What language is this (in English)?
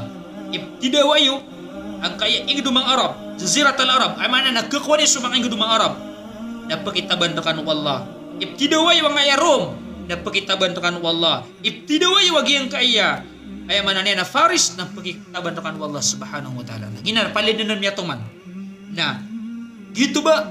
Maranao